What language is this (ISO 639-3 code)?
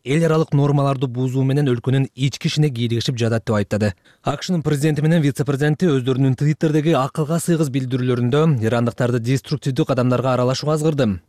kir